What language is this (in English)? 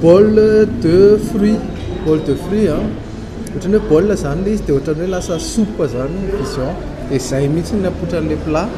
Malagasy